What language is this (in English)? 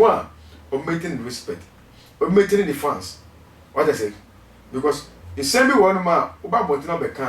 Akan